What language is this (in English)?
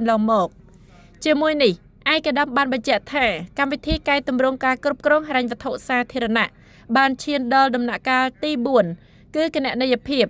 Khmer